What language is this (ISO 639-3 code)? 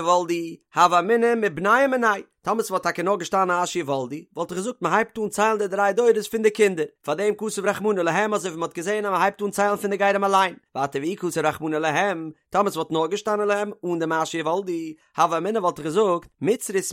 yid